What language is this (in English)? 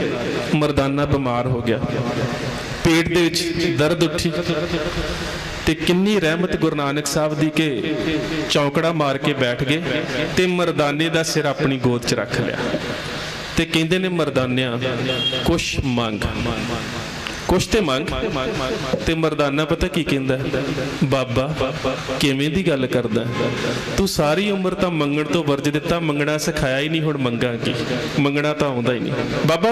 Punjabi